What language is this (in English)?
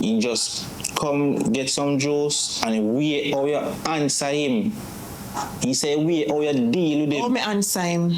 Jamaican Creole English